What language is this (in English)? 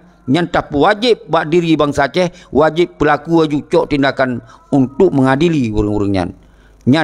Achinese